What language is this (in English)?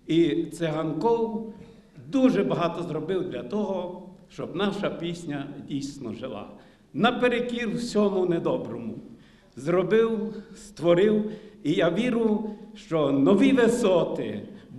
Ukrainian